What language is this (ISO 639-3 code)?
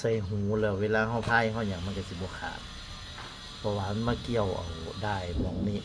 tts